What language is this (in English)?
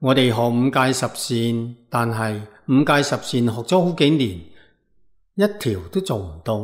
Cantonese